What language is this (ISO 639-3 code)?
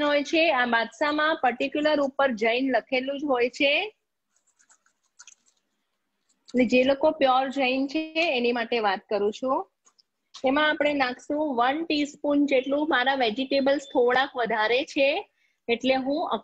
guj